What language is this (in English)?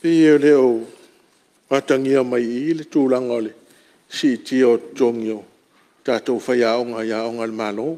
Samoan